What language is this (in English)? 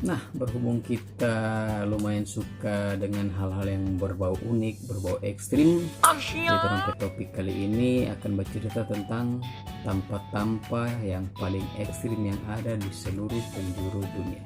Manado Malay